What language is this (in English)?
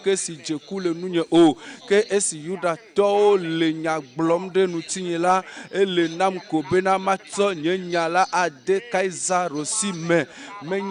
Ewe